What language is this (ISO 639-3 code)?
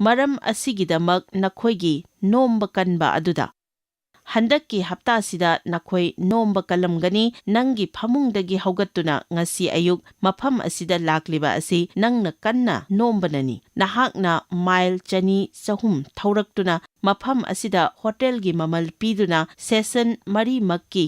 mni